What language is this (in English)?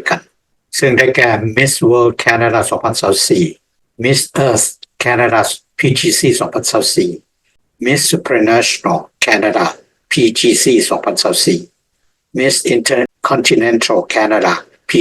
Lao